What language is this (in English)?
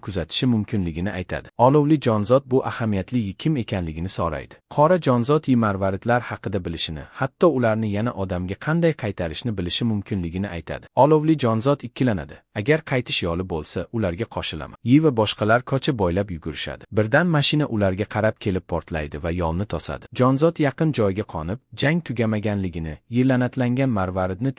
Uzbek